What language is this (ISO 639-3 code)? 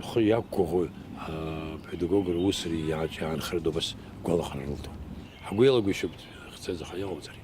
abk